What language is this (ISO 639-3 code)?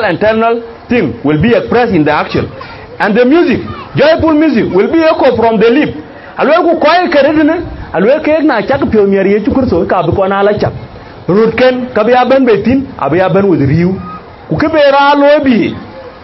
din